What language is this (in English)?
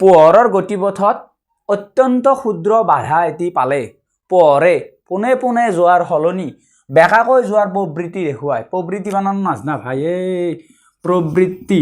Assamese